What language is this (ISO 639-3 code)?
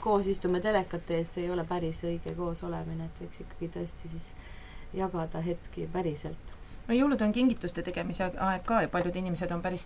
est